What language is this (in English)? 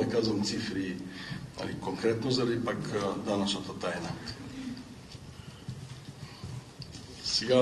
Bulgarian